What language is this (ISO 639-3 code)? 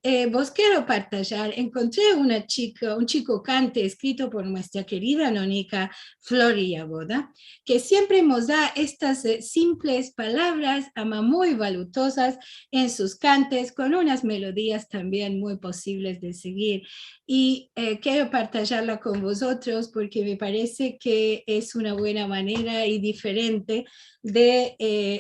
lad